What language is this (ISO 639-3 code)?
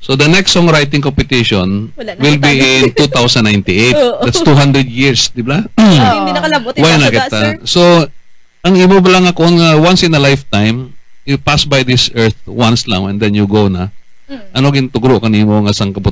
hil